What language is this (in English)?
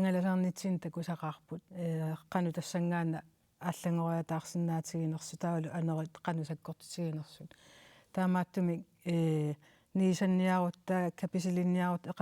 Kalaallisut